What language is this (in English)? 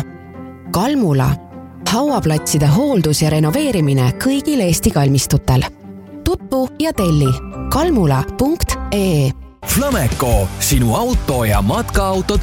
Estonian